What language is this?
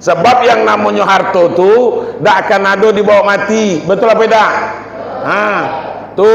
Minangkabau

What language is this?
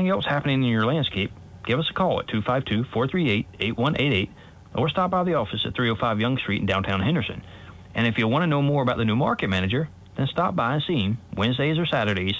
English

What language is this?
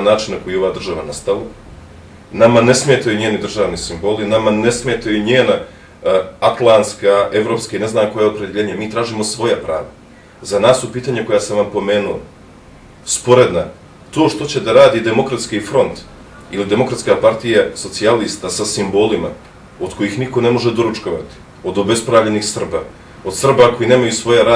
Bosnian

